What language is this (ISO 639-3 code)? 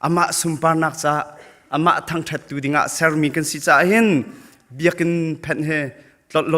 cnh